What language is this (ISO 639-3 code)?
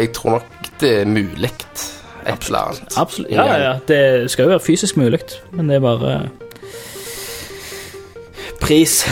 nor